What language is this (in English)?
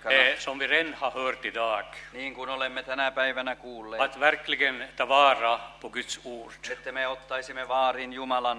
Swedish